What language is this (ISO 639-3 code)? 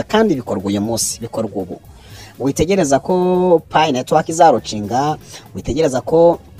kin